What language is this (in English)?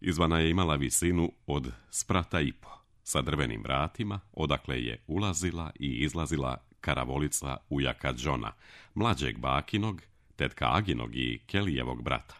Serbian